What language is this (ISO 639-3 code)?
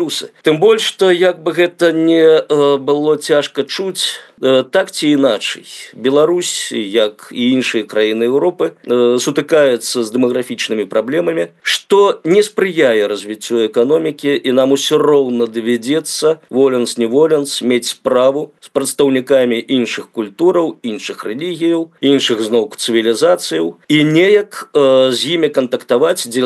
bel